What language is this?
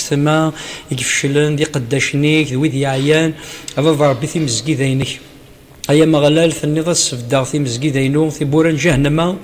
Kabyle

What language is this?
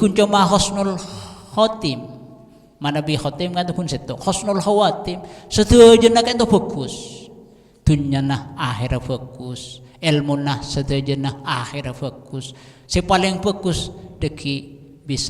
Madurese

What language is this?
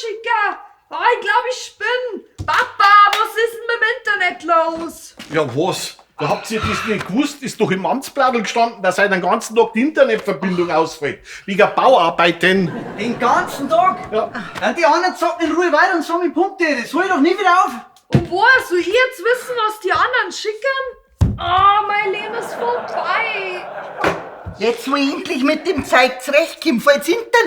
Bavarian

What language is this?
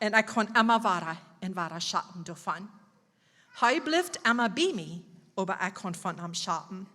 Plautdietsch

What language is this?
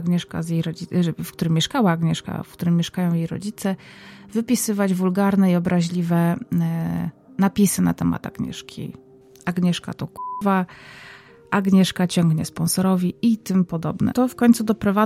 Polish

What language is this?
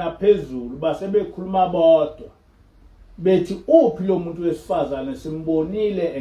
Zulu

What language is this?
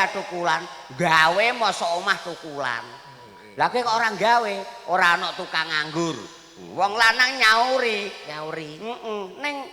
Javanese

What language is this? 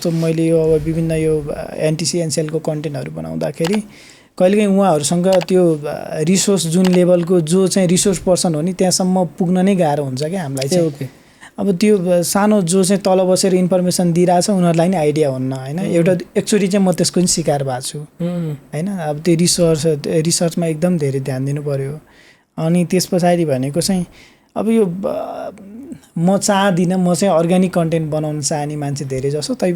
Nepali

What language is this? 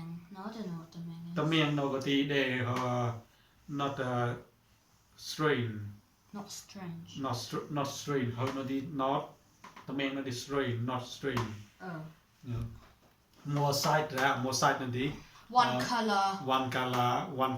Mon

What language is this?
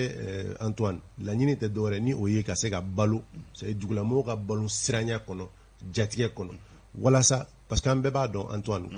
Bambara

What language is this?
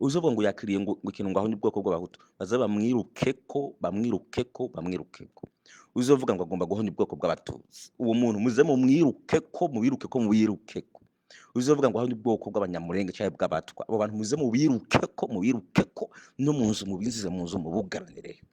Rundi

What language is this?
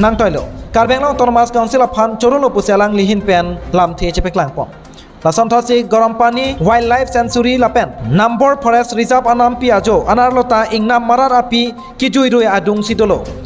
Karbi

